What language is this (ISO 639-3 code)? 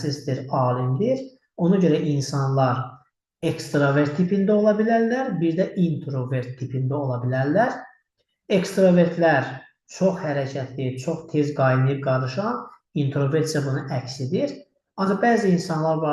aze